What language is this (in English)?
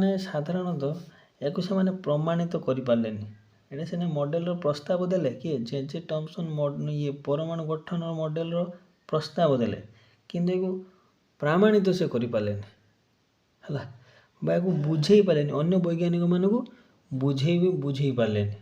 Odia